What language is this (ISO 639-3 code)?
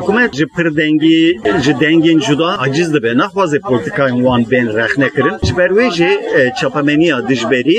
kur